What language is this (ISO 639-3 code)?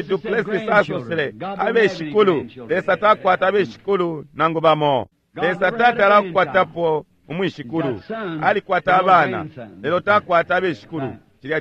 bem